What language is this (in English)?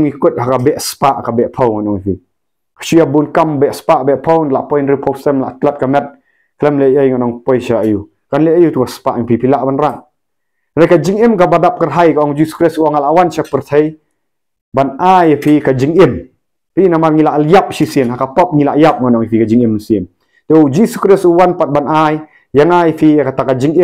Khasi